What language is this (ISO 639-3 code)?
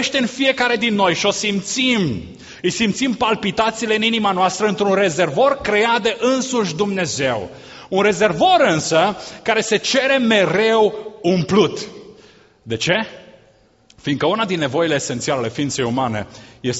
ron